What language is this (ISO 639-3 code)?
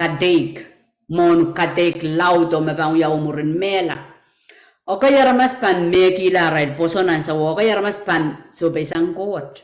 pon